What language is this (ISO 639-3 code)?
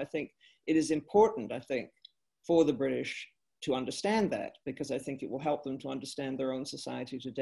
eng